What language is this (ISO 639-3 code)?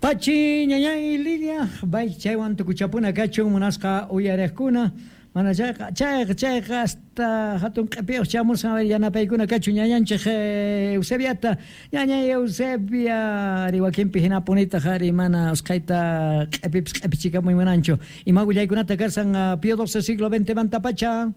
que